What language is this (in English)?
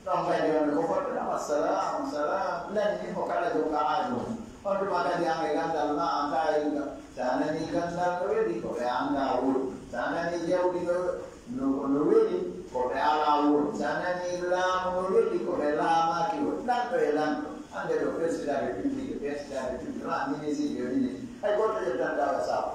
Fula